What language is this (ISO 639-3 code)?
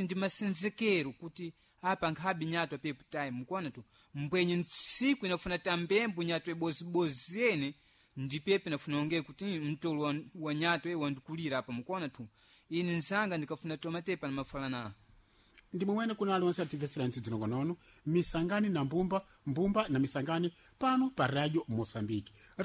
seh